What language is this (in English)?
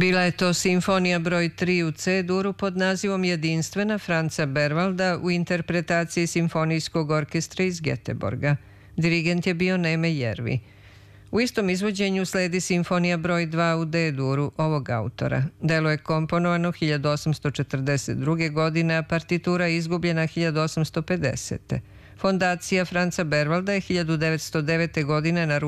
Serbian